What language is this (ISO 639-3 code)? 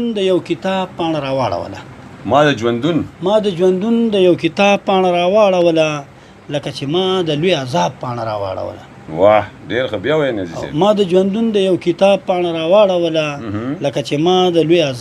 pus